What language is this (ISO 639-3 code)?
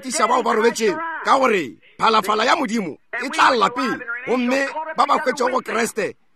nso